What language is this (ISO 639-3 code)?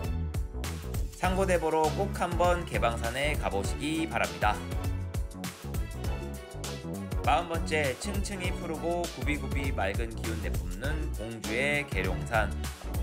kor